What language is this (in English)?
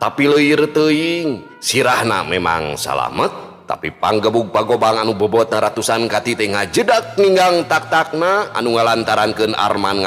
Sundanese